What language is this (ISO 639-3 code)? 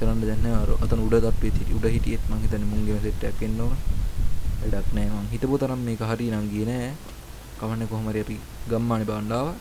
sin